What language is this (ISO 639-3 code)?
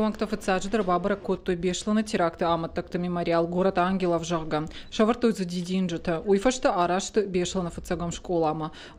oss